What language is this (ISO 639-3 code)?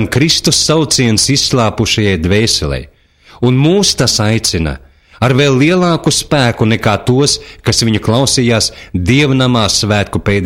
lav